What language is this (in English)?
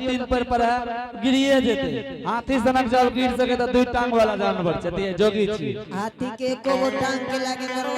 Angika